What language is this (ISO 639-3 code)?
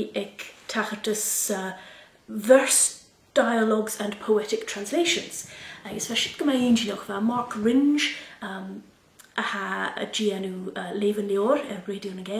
gla